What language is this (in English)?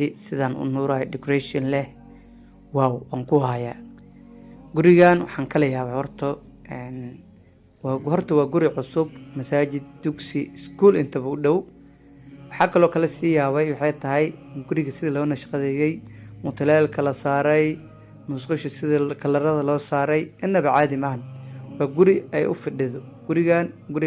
Somali